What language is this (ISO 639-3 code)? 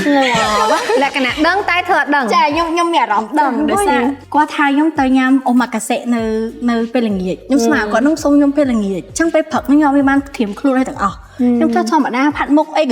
khm